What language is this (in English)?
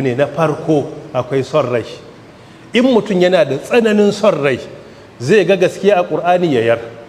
Hausa